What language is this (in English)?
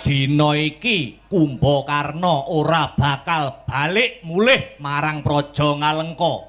Javanese